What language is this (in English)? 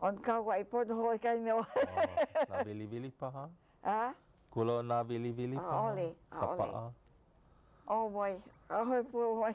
Hawaiian